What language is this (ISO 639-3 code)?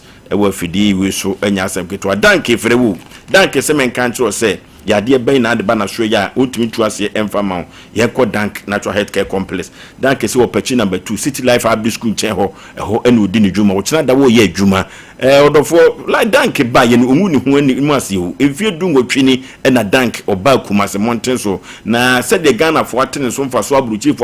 aka